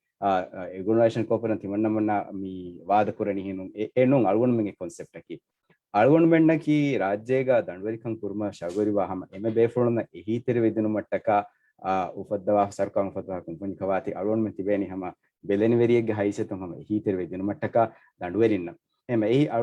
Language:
Divehi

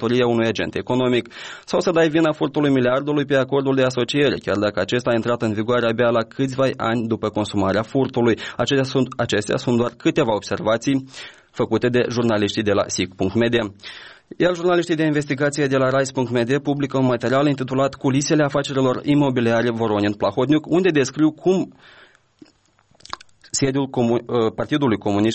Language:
Romanian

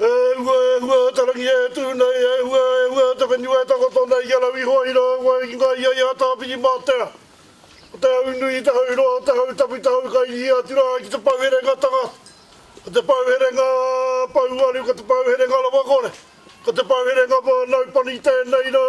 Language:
Māori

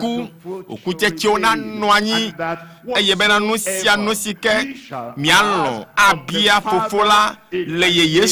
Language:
Ewe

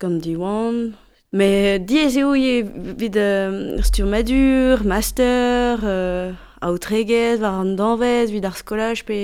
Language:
Breton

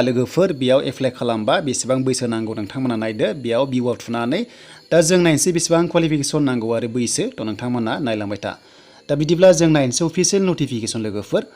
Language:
Bodo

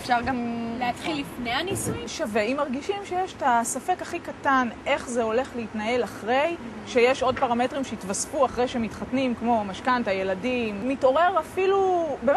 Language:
Hebrew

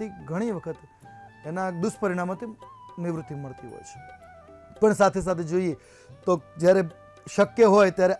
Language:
Gujarati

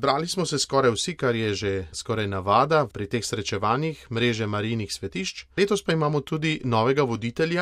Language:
Slovenian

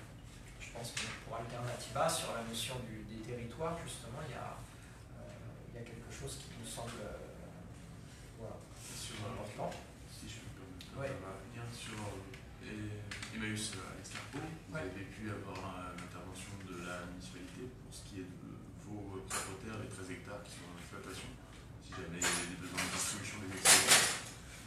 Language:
French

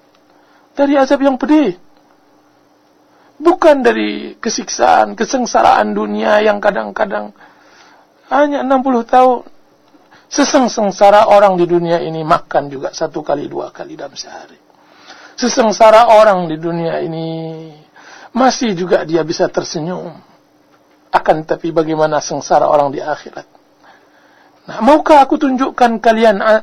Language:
Indonesian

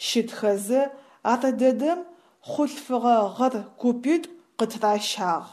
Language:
Adyghe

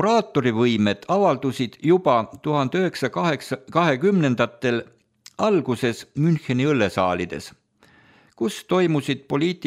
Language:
Estonian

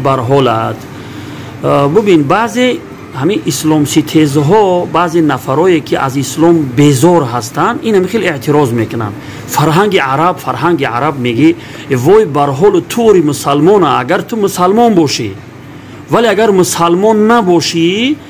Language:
Tajik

